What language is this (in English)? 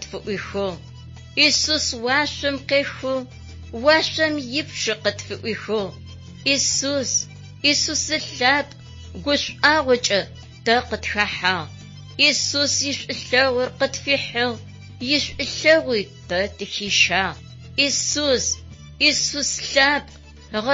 Adyghe